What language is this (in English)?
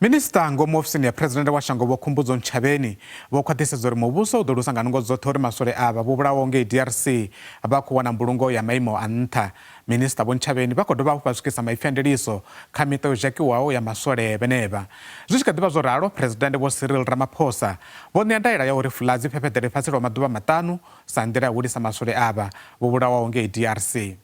Venda